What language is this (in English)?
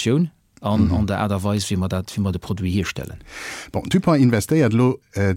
Luxembourgish